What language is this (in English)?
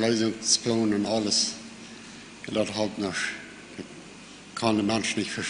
Plautdietsch